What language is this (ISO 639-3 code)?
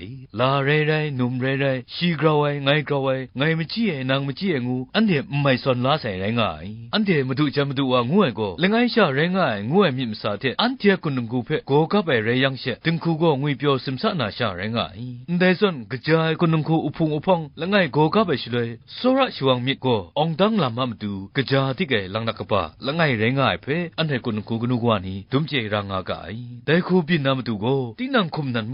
kac